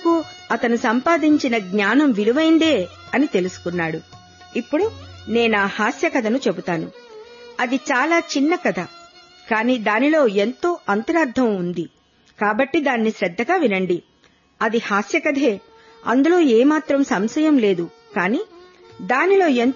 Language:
Telugu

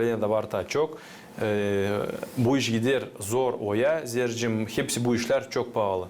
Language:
Gagauz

